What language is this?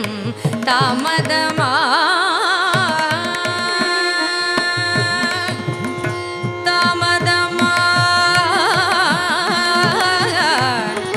Tamil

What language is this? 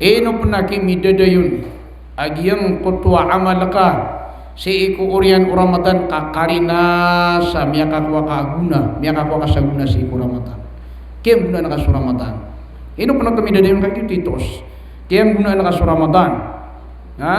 Maranao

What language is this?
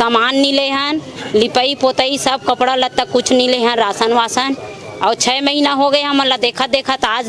Chhattisgarhi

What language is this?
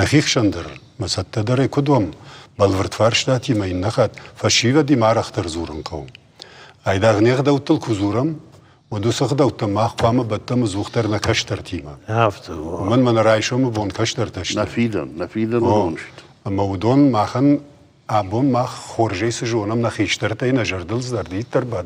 Ossetic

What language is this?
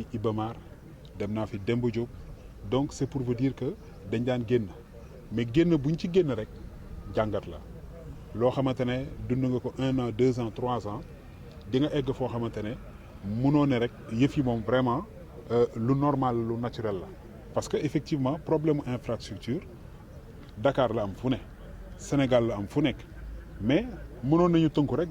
Wolof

